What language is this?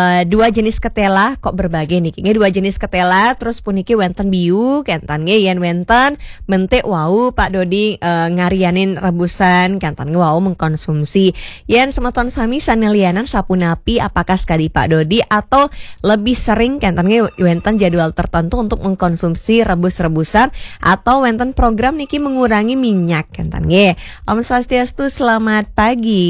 Balinese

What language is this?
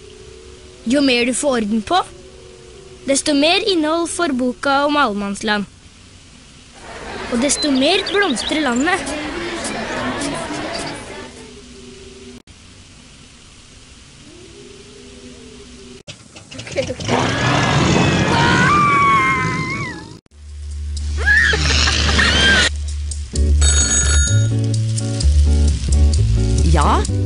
Norwegian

